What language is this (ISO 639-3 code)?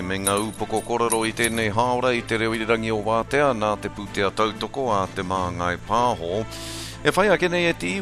mri